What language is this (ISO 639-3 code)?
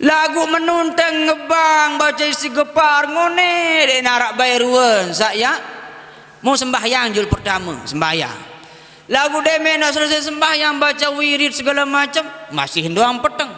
sas